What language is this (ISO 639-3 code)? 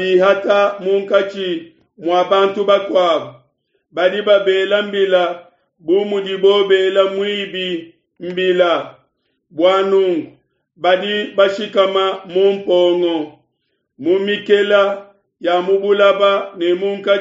lua